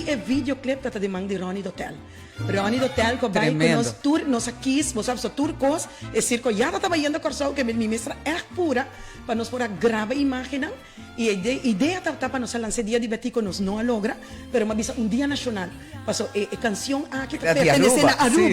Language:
Papiamento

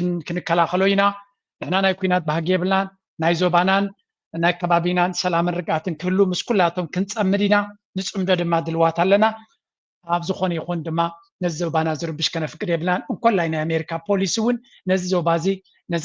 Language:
Tigrinya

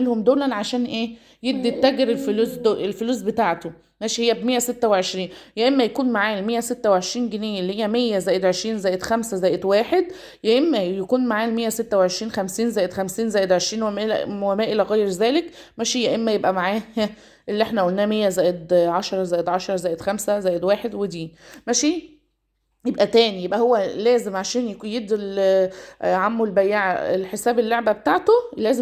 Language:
Egyptian Arabic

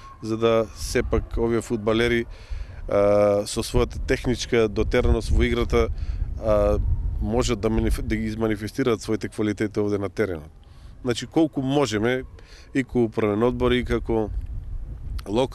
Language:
Macedonian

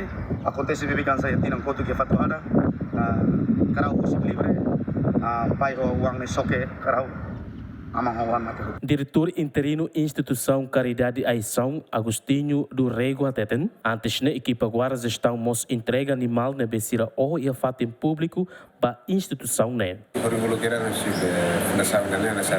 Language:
Tetum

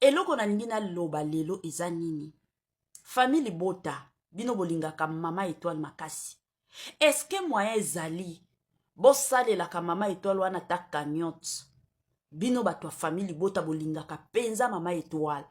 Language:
Lingala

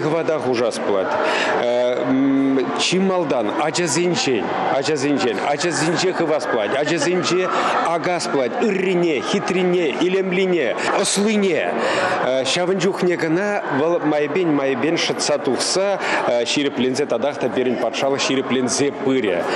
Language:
Chuvash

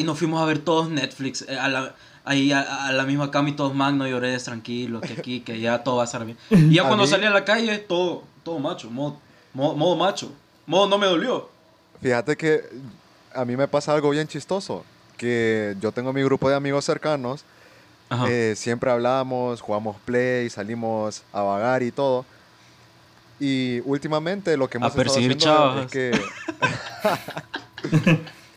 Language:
Spanish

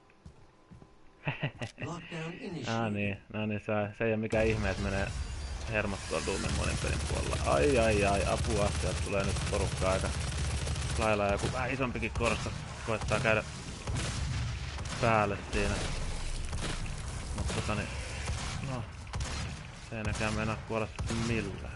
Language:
Finnish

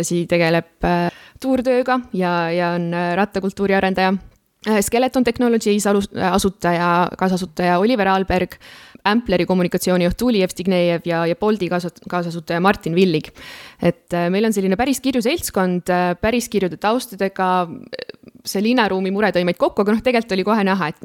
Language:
Estonian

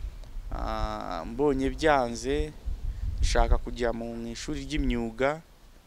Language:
Kinyarwanda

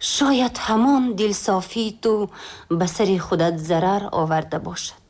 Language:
Tajik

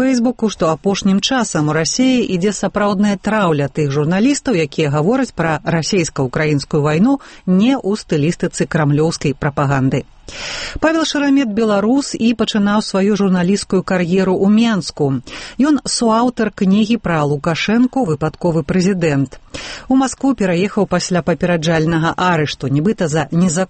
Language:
Belarusian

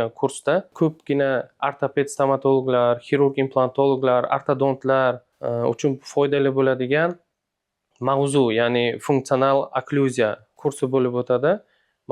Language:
Uzbek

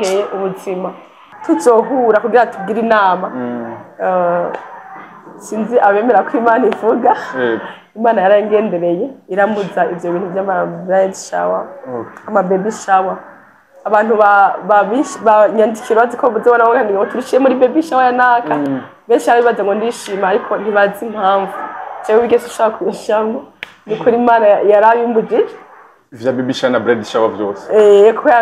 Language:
Rundi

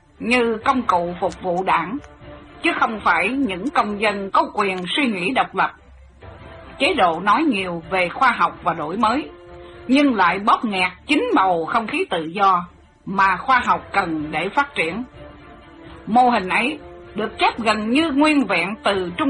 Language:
Vietnamese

